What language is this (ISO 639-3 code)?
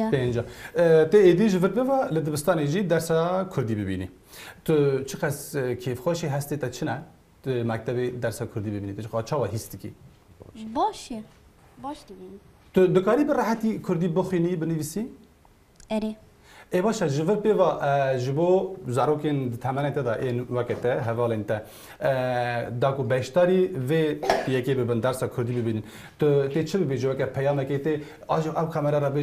kur